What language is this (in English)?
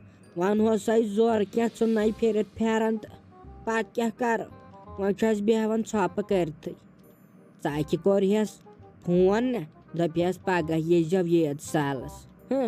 Kashmiri